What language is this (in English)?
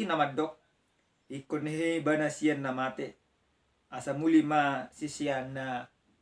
Batak Toba